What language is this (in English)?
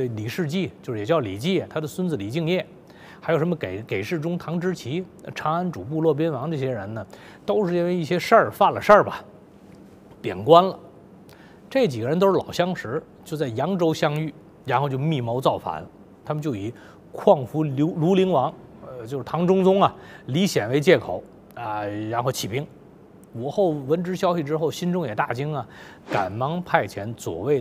Chinese